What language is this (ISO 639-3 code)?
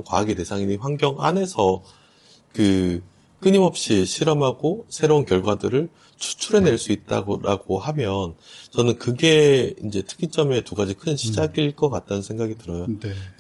kor